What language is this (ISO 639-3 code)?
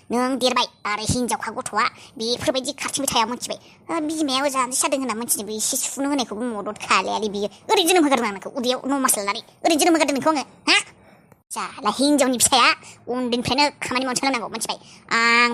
brx